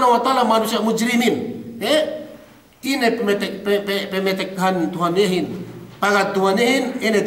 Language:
Yakan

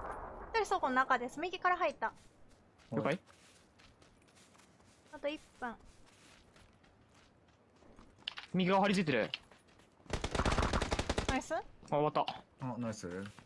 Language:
Japanese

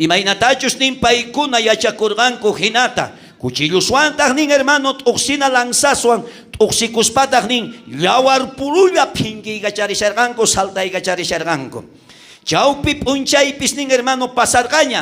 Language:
South Bolivian Quechua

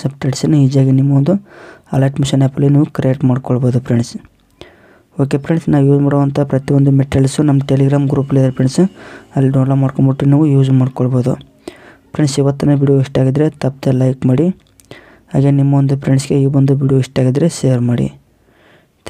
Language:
Kannada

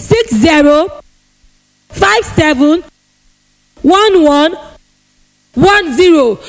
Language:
Yoruba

